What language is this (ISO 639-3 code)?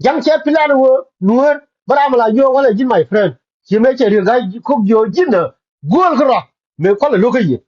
nus